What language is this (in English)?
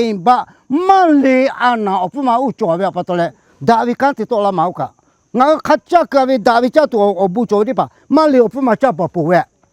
Lahu